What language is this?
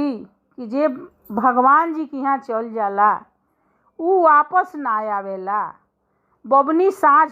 Bhojpuri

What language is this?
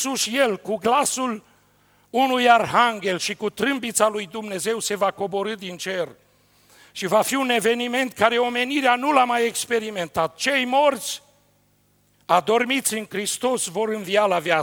Romanian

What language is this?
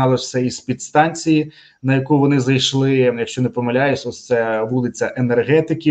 Ukrainian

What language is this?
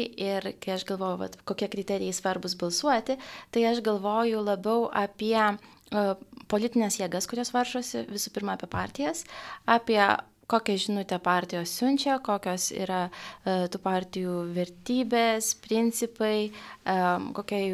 Lithuanian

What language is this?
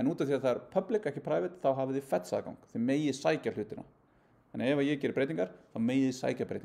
Icelandic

